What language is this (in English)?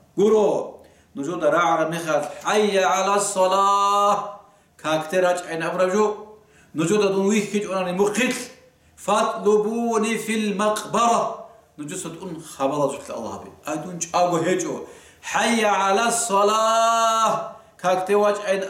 Avaric